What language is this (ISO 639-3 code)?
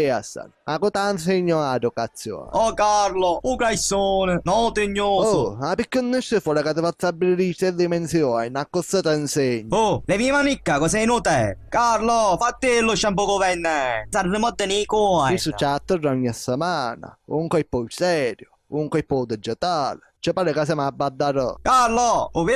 scn